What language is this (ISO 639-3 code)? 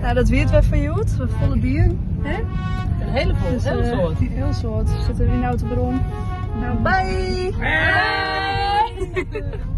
fry